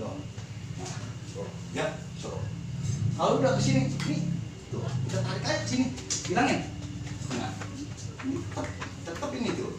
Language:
Betawi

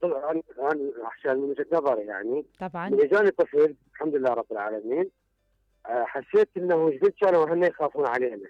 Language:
Mesopotamian Arabic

